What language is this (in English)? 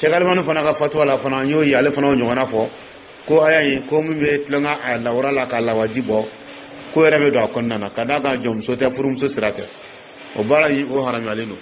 Dyula